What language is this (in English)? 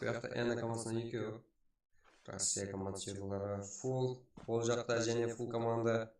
Kara-Kalpak